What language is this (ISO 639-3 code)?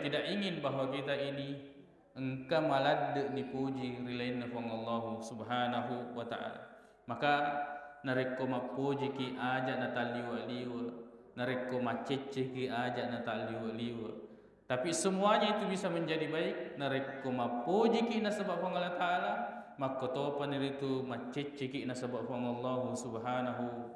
bug